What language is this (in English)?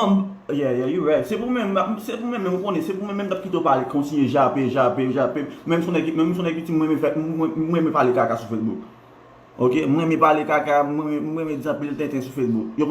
Haitian Creole